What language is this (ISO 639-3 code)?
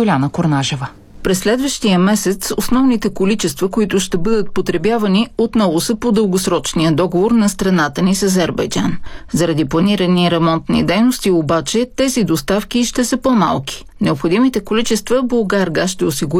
bul